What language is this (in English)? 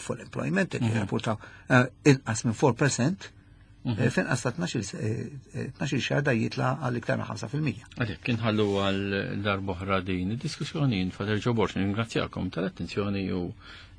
Maltese